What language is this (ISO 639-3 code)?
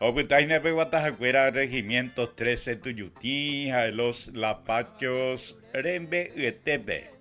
grn